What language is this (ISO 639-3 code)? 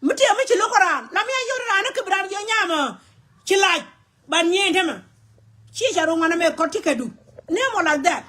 nus